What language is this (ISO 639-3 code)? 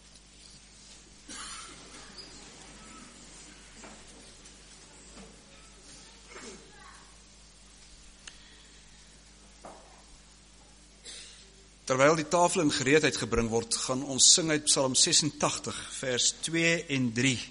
afr